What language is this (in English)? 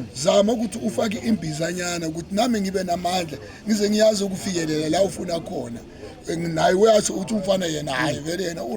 Zulu